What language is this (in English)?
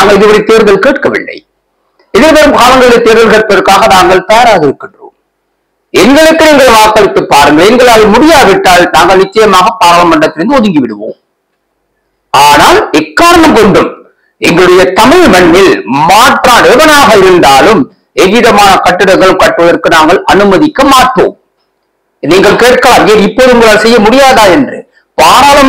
Tamil